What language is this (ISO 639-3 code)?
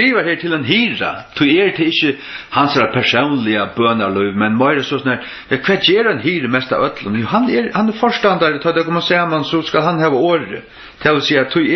fao